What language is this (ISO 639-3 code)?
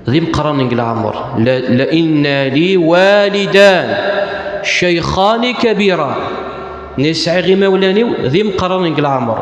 kab